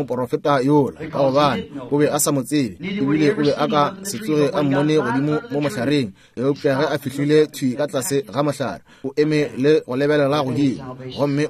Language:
Northern Sotho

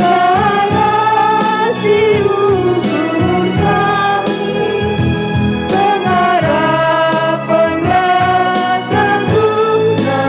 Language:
Batak Karo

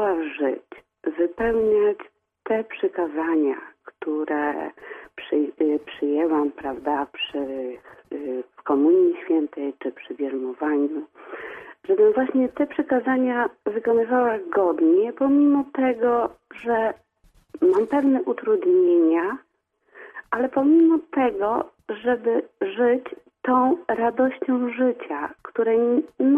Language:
Polish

